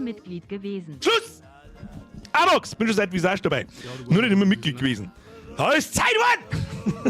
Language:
Bavarian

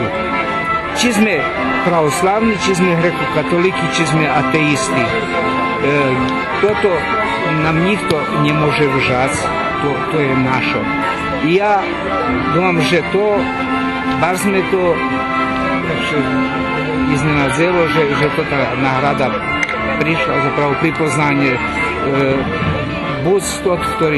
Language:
Rusyn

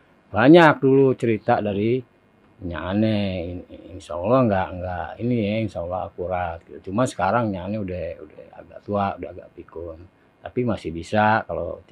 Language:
Betawi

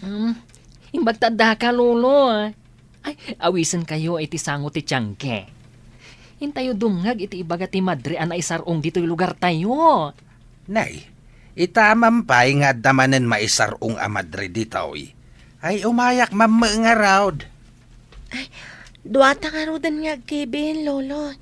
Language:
Iloko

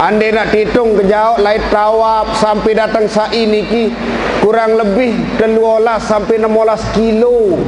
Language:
Sasak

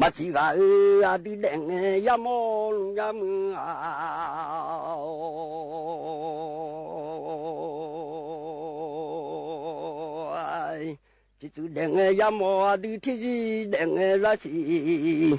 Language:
Akha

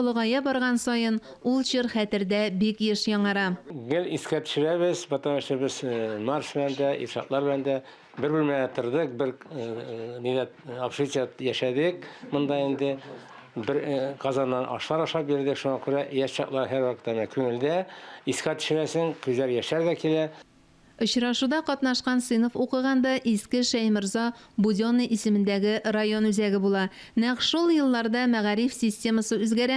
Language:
Tatar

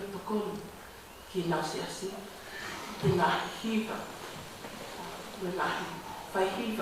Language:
Tongan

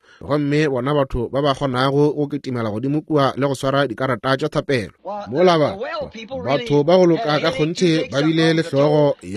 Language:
Northern Sotho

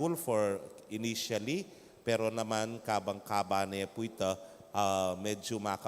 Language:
Pampanga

